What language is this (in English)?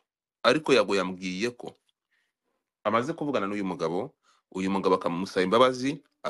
Kinyarwanda